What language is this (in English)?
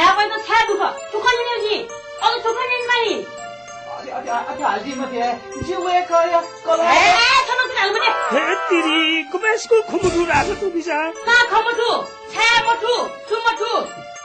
Newari